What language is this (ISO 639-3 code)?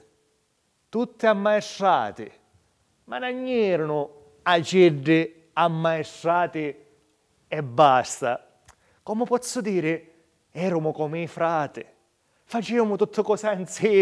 scn